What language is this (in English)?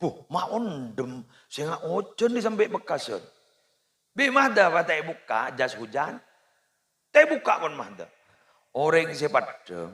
Madurese